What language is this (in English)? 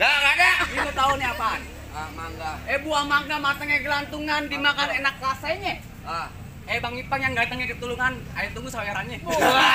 Betawi